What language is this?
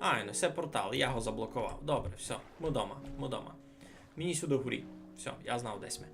Rusyn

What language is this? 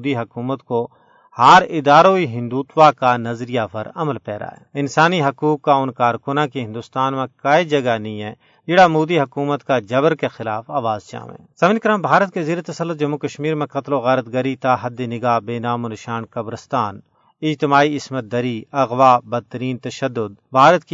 Gujari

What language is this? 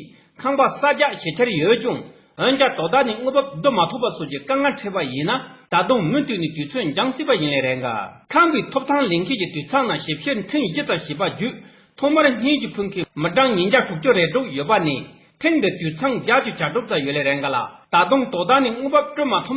Tibetan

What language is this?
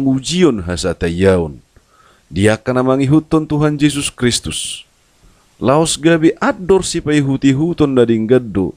Batak Toba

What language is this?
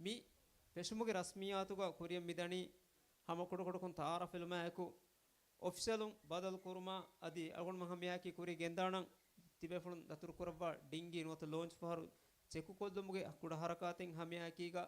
Divehi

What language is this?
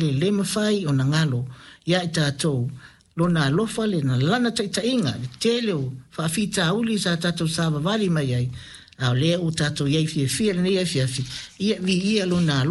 Samoan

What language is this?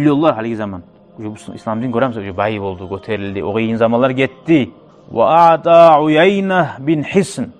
Kumyk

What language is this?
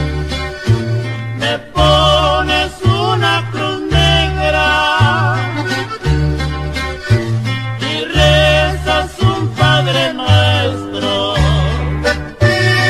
Spanish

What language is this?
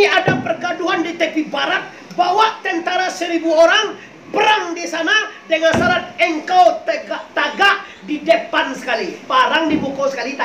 Minangkabau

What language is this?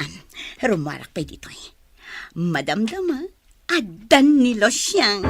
Iloko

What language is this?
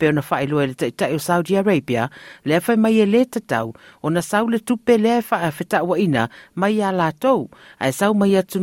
Samoan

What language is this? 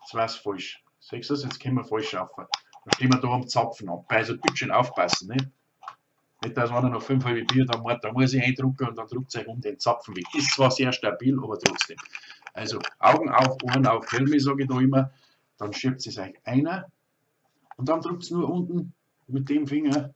Bavarian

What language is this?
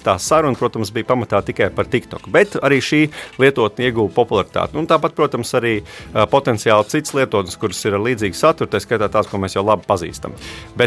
Latvian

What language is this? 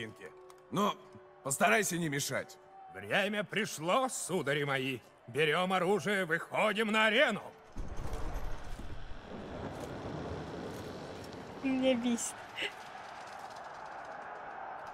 Russian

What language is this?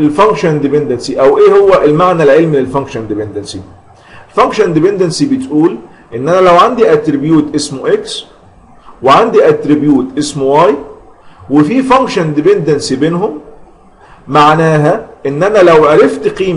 Egyptian Arabic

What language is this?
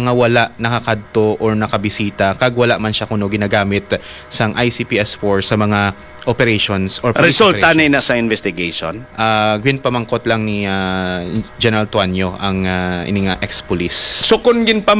Hiligaynon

